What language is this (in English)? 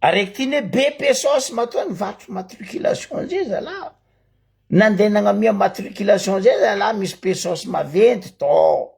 Malagasy